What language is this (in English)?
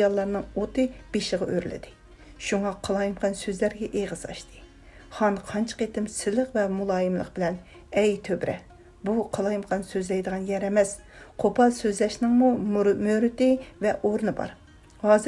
Uyghur